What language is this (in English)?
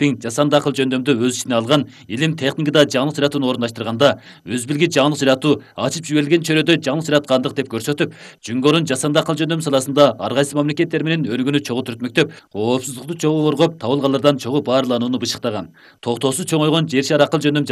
Kyrgyz